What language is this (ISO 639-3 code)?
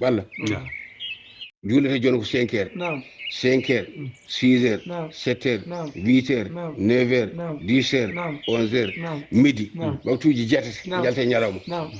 ful